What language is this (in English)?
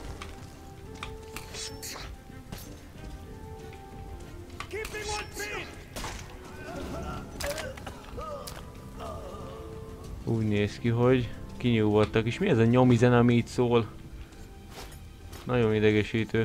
Hungarian